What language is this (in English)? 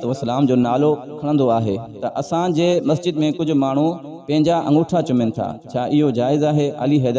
Sindhi